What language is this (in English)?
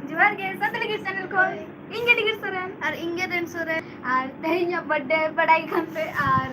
Santali